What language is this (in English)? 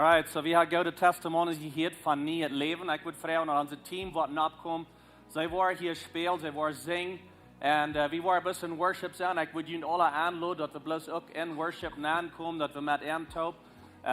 Plautdietsch